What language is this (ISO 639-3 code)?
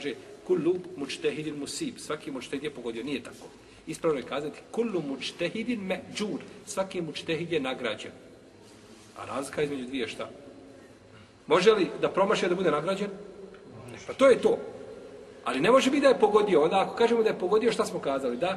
bos